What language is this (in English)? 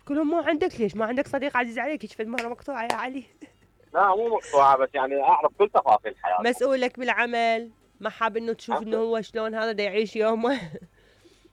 Mesopotamian Arabic